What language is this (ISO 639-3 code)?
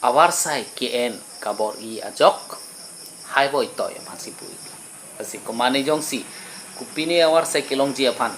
mjw